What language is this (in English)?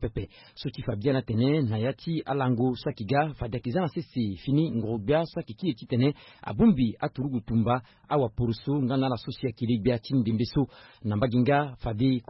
Sango